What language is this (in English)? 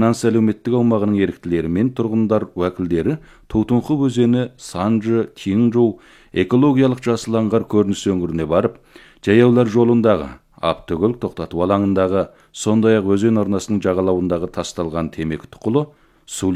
Kazakh